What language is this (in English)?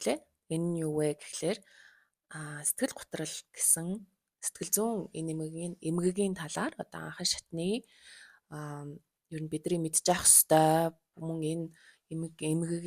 Mongolian